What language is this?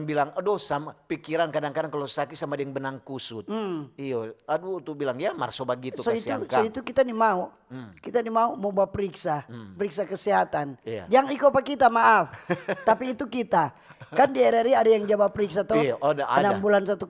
Manado Malay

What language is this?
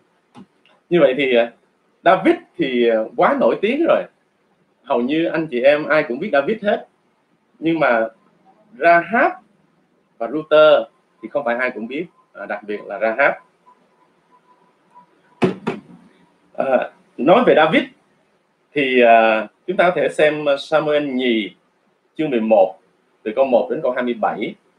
Vietnamese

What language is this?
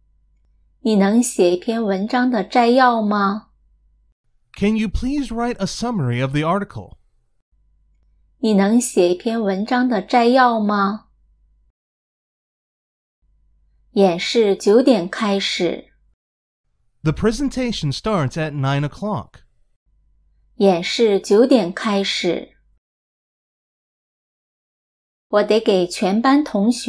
Chinese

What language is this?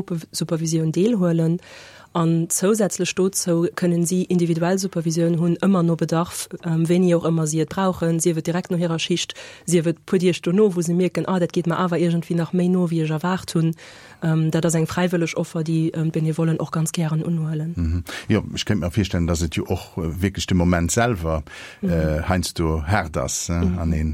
Luxembourgish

